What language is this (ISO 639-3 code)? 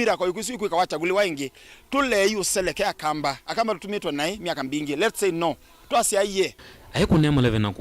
kam